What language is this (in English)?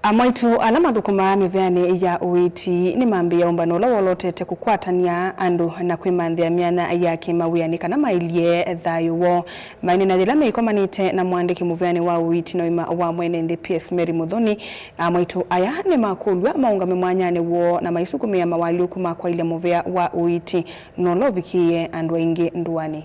Kamba